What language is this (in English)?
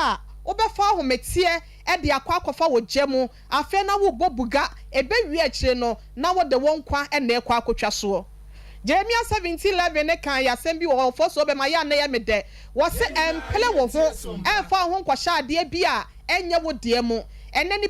Akan